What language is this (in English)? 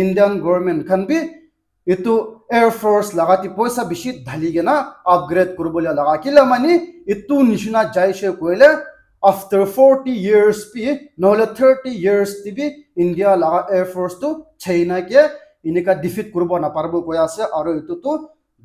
Naga Pidgin